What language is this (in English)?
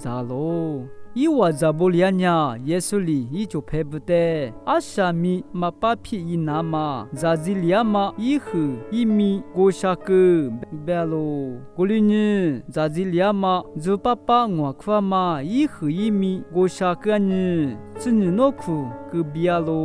Lisu